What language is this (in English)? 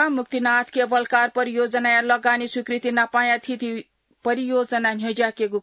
Newari